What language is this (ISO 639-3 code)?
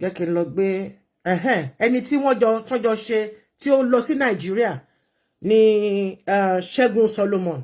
yor